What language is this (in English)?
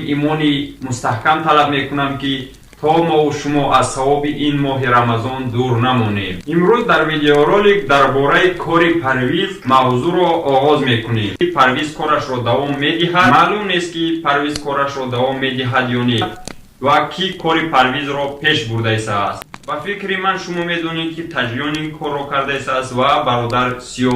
Tajik